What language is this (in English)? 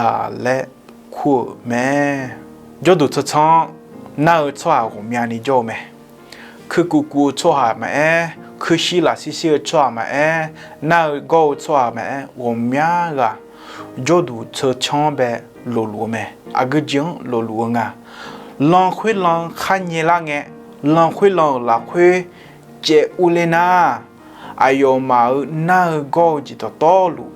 Akha